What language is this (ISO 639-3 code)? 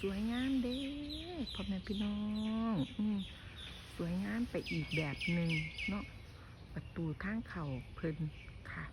tts